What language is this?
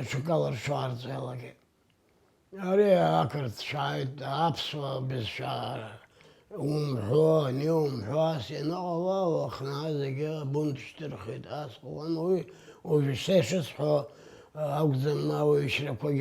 Abkhazian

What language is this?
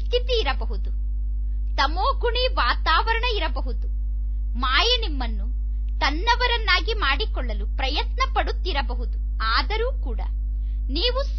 Kannada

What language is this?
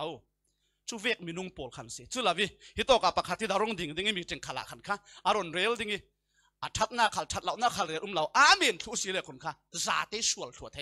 Falam Chin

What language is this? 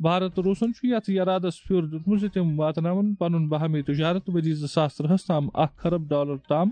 Kashmiri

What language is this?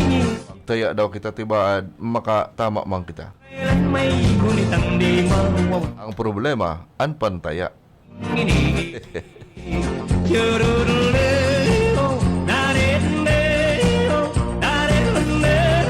Bikol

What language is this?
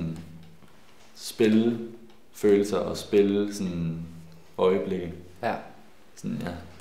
Danish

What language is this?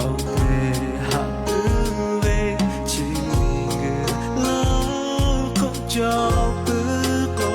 Lahu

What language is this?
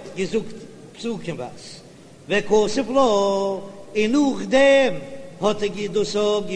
Yiddish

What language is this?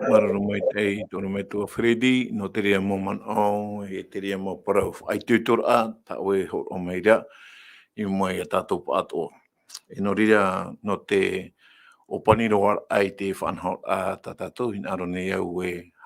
Tahitian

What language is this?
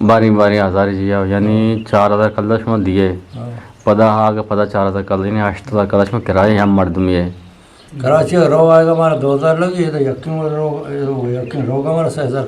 Eastern Balochi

